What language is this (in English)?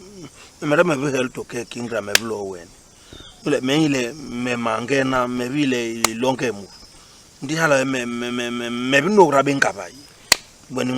Basaa